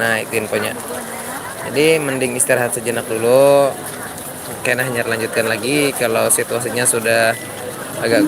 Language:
Banjar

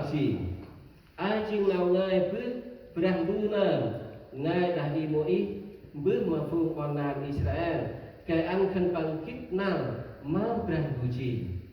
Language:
Central Mnong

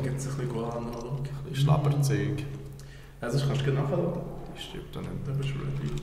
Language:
Swiss German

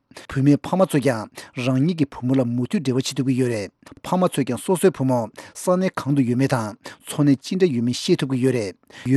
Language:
Tibetan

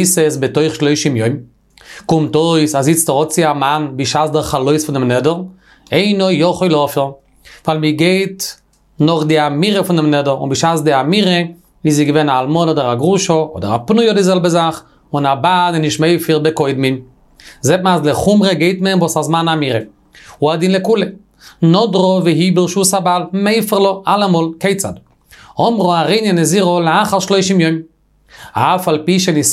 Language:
Yiddish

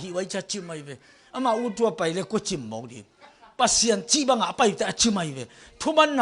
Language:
Tedim Chin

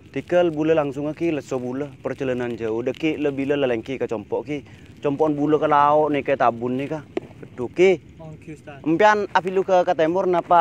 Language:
Madurese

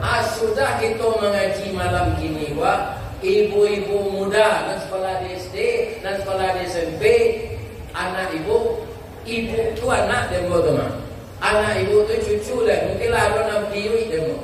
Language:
Minangkabau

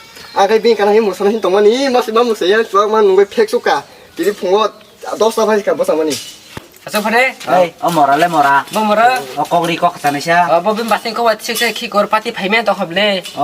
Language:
Kok Borok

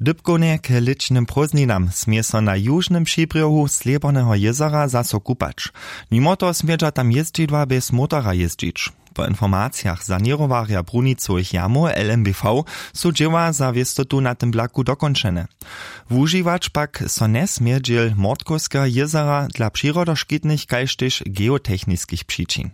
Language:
Upper Sorbian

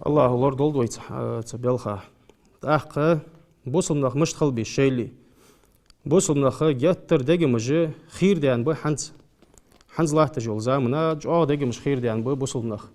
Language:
Ingush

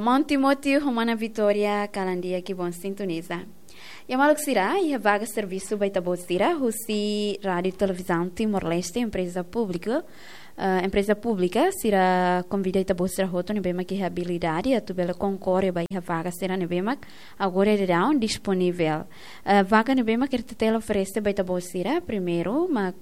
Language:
Tetum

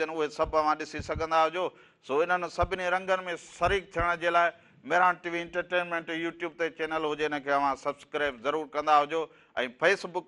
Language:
Sindhi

